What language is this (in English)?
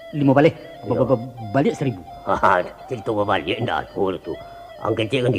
Minangkabau